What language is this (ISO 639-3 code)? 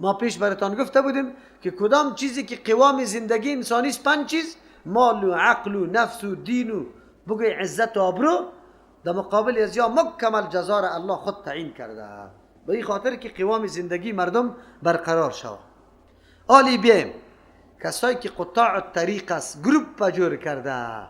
fas